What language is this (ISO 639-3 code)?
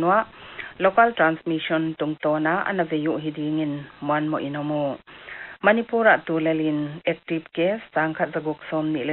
pck